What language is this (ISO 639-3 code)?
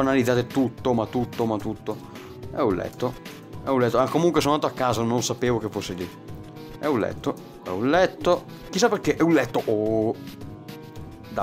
ita